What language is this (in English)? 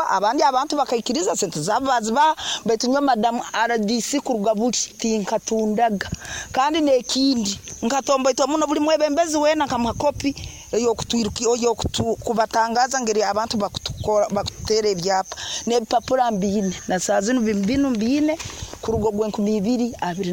Nyoro